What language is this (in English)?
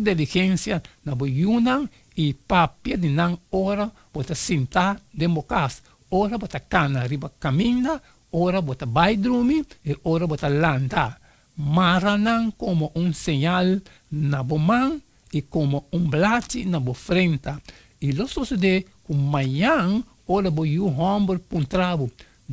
Papiamento